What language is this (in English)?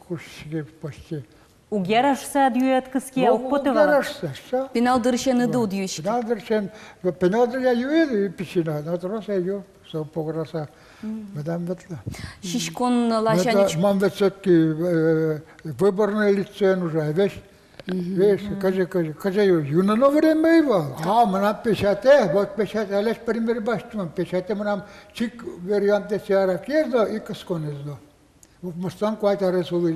Udmurt